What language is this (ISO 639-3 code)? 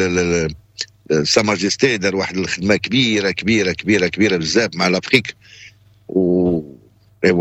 ary